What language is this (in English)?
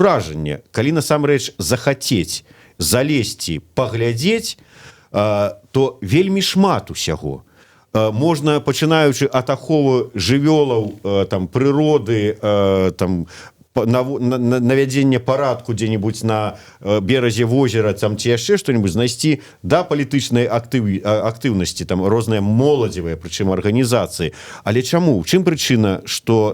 Belarusian